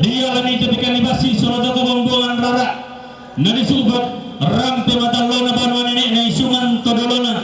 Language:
Toraja-Sa'dan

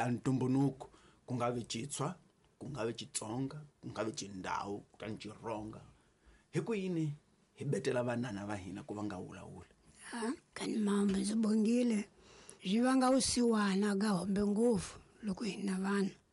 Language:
Tsonga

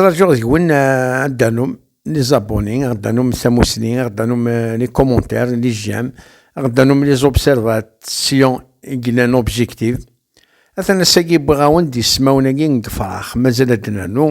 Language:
Kabyle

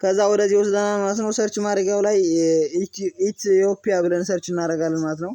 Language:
Amharic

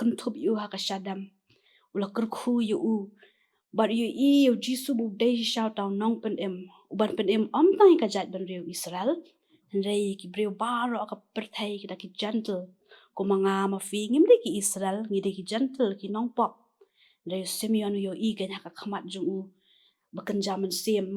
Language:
Khasi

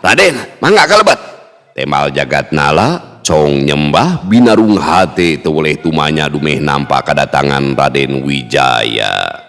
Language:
Sundanese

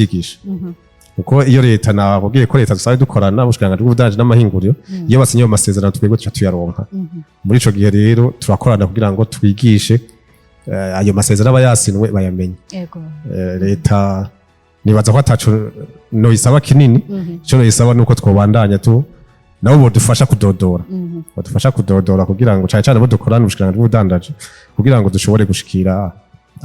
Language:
Rundi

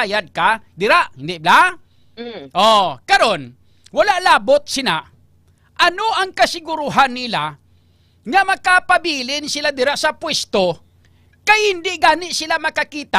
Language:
Hiligaynon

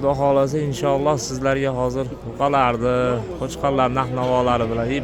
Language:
Uzbek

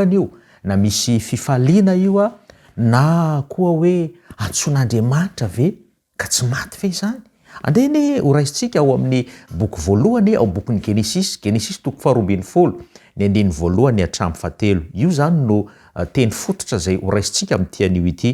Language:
Malagasy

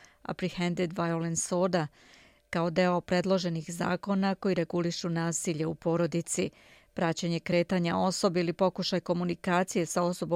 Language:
Serbian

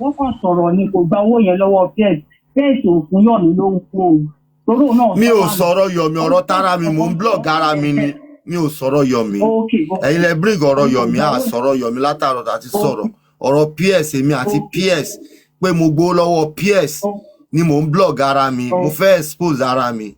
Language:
Yoruba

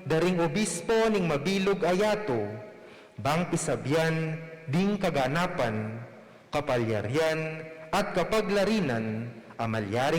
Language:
Pampanga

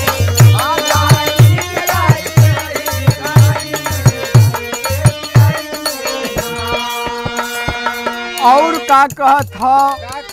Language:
Bhojpuri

